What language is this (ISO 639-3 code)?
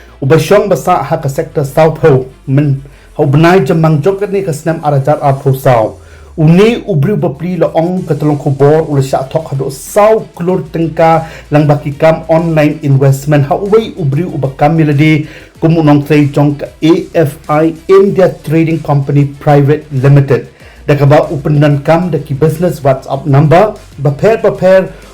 kha